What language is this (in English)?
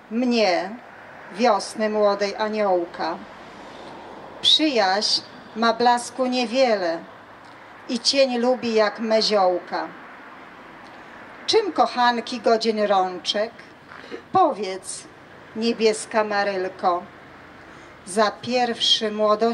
Polish